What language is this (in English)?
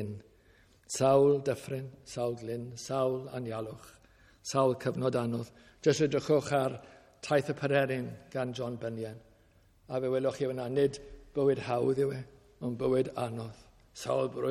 Welsh